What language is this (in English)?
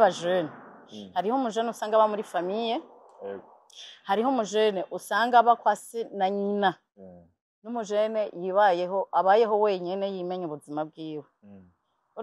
Rundi